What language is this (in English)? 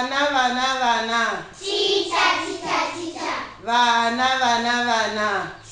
Shona